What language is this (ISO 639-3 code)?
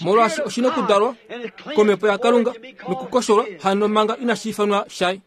kua